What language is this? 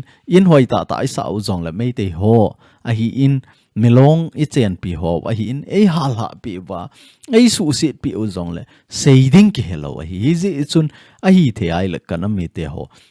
Thado Chin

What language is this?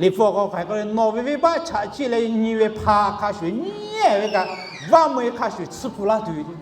Lahu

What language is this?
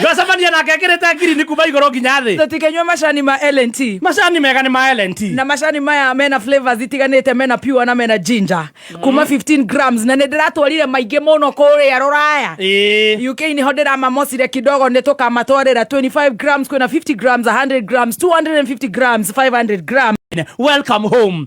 Kikuyu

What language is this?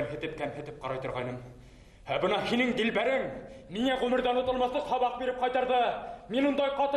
Bashkir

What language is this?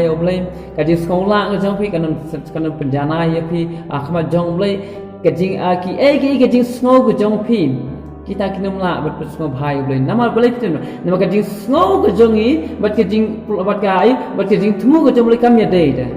Khasi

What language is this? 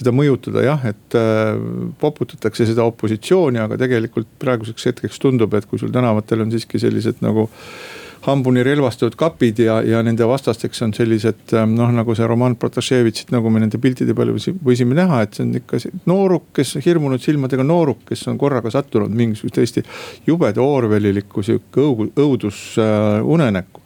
Estonian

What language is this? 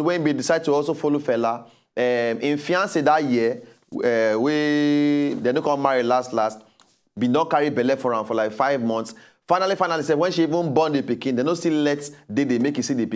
Nigerian Pidgin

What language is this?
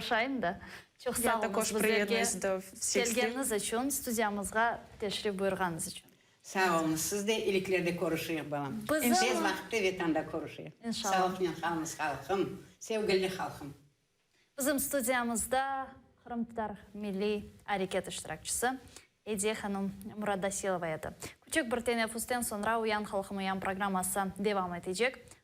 Crimean Tatar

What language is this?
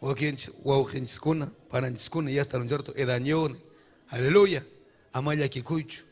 Ayacucho Quechua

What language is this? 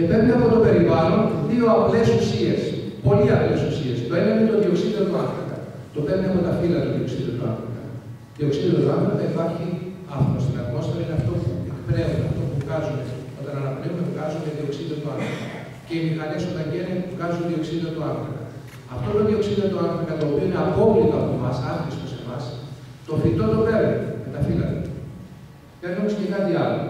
Greek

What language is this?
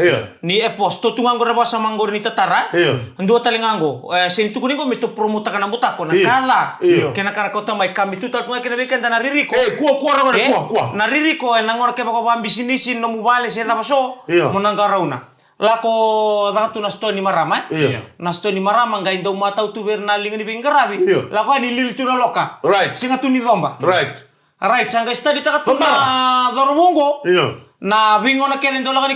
Fijian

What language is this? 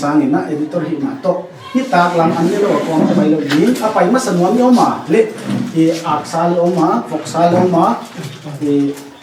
Paite Chin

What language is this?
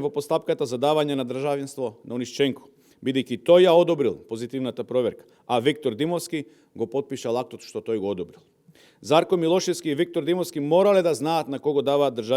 Macedonian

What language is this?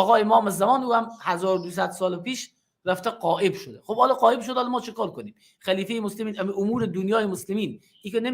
Persian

